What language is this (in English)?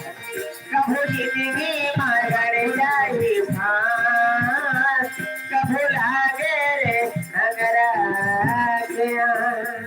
Chhattisgarhi